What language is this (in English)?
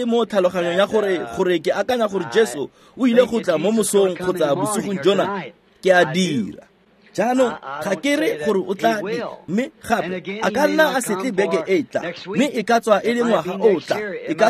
Tswana